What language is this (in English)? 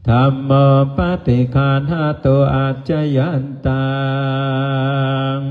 Pali